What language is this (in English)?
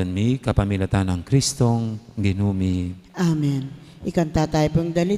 Pampanga